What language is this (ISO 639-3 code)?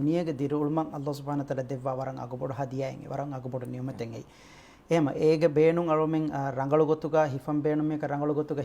div